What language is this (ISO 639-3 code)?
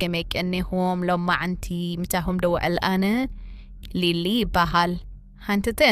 tir